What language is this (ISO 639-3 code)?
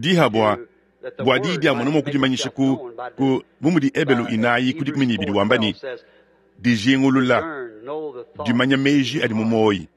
lua